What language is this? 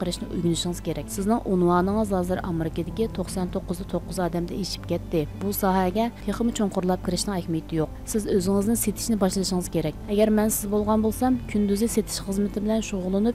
Uyghur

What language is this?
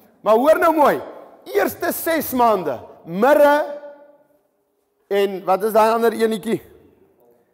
Afrikaans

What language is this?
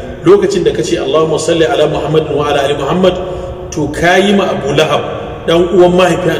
Hausa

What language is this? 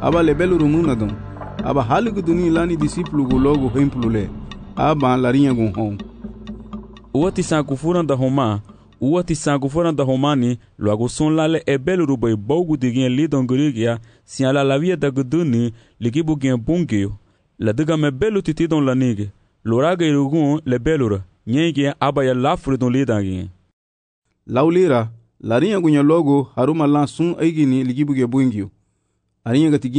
Garifuna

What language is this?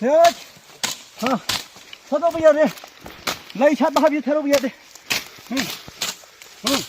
Manipuri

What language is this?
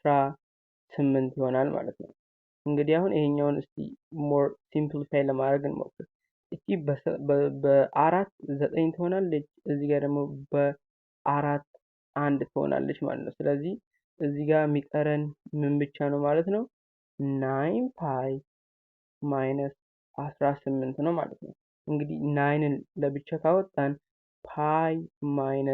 Amharic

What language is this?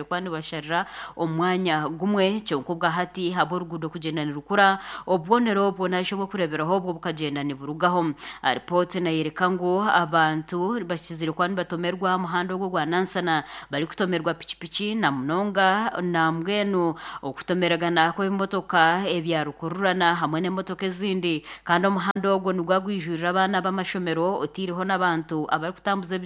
Nyankole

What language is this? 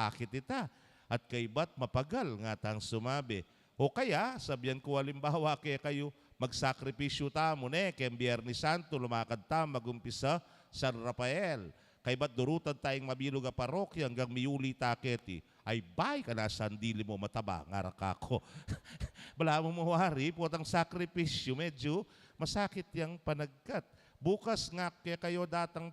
Pampanga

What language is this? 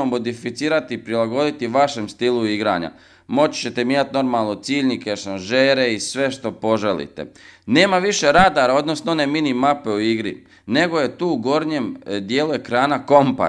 Croatian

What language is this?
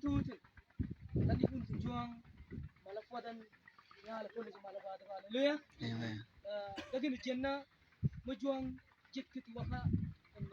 Mabaan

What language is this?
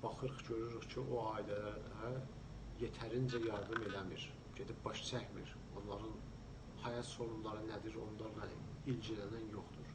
South Azerbaijani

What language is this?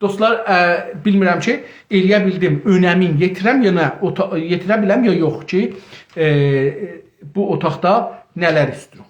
South Azerbaijani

